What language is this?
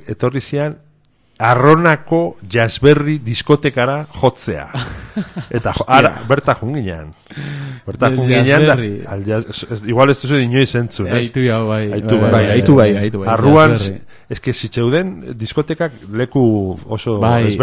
Basque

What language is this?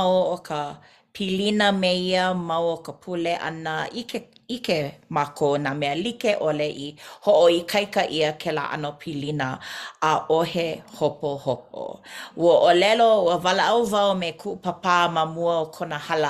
Hawaiian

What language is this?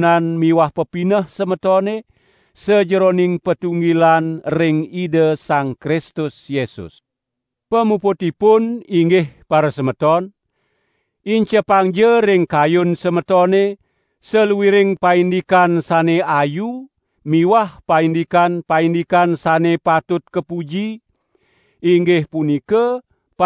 Balinese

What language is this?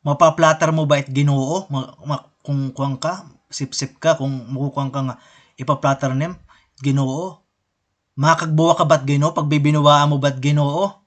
Waray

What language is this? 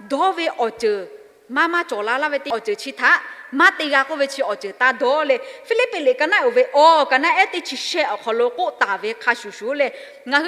Lahu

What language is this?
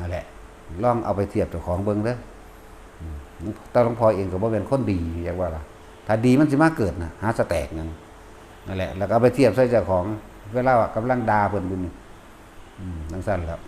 Northeastern Thai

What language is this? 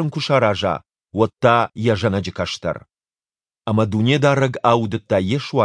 Ossetic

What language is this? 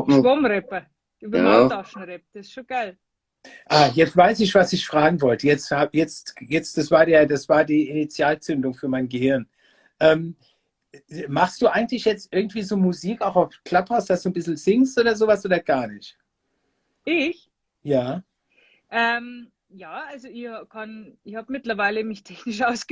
Bavarian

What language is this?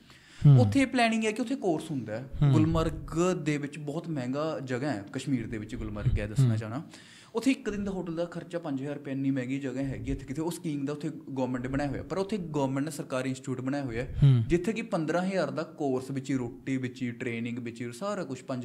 Punjabi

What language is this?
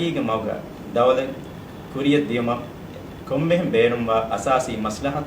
Divehi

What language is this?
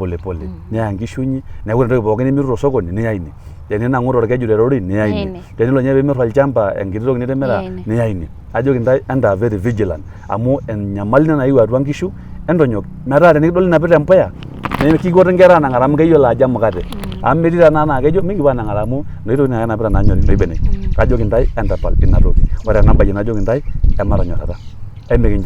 Masai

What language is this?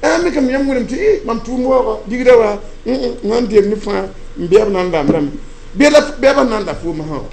Mossi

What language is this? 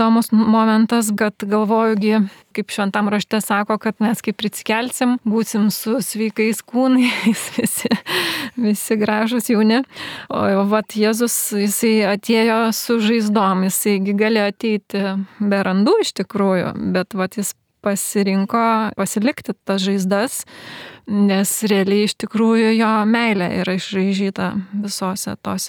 Lithuanian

